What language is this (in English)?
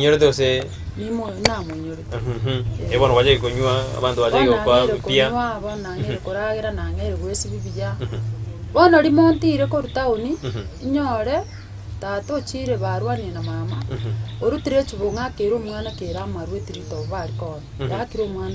Gusii